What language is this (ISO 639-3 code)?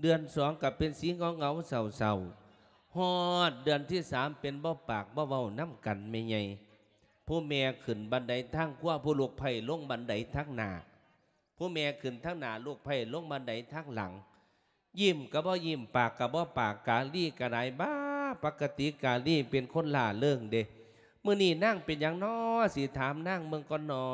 lao